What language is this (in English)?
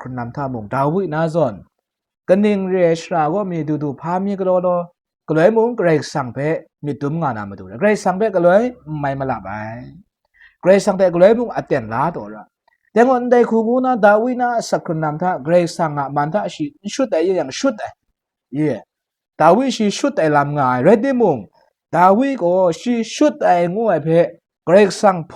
Kachin